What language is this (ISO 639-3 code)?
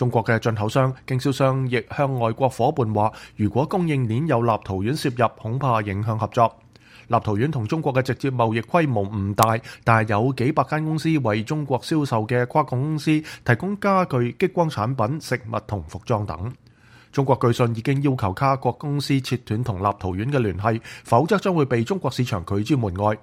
yue